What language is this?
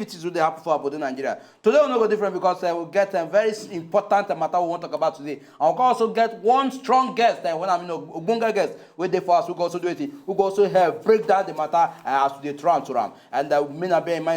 Nigerian Pidgin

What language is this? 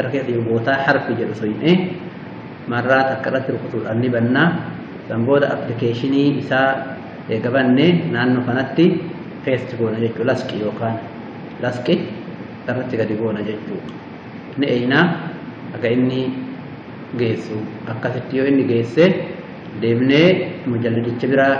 Oromo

